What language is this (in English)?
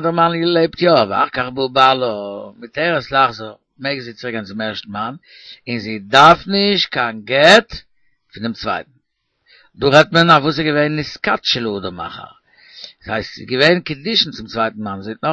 Yiddish